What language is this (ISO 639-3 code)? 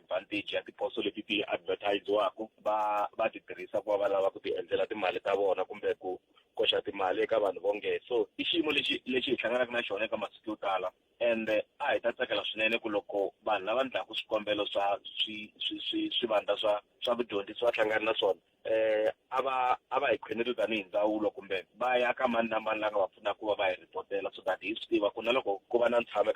tso